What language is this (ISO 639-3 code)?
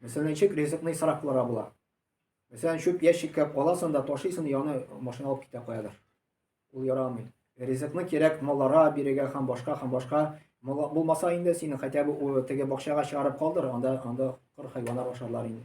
tat